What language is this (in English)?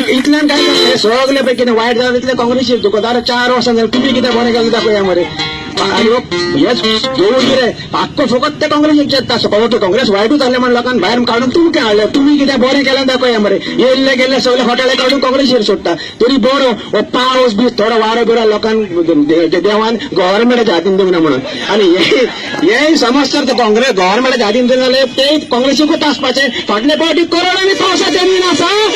Konkani